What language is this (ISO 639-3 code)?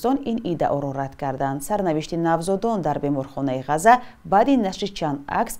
tgk